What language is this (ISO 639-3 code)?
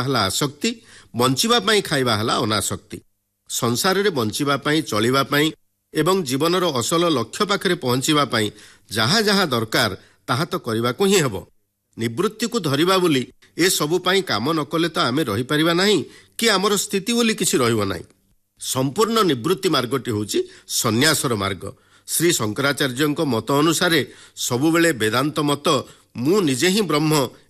ori